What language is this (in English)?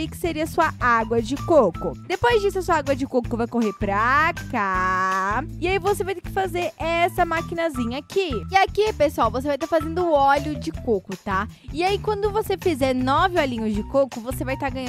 Portuguese